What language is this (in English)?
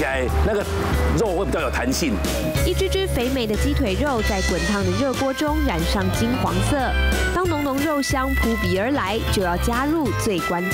Chinese